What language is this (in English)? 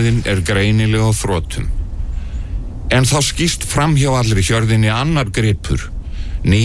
Icelandic